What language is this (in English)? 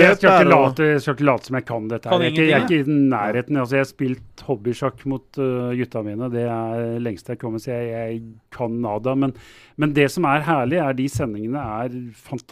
Norwegian